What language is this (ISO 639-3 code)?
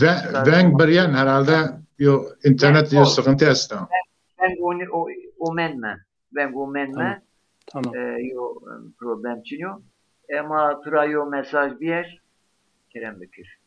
zza